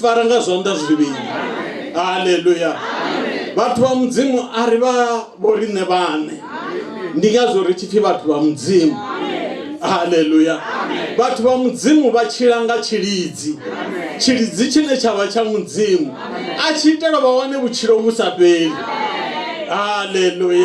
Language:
Venda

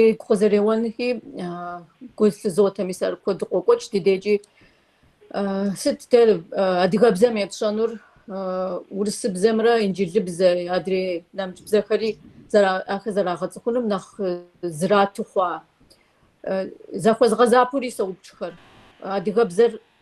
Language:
Kabardian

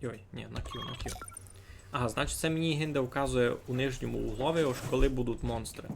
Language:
Rusyn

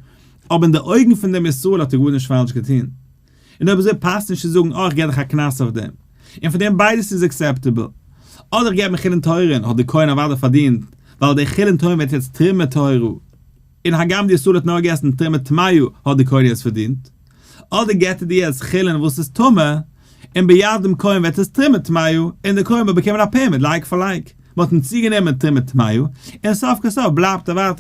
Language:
Yiddish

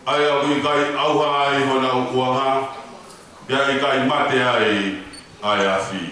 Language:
Tongan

